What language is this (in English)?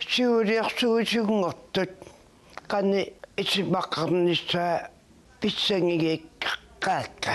Kalaallisut